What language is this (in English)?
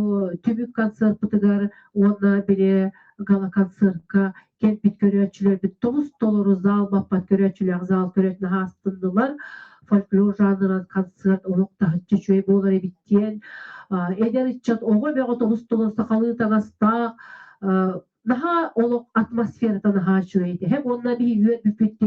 Yakut